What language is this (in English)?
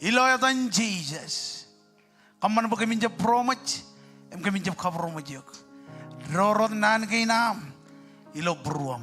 Marshallese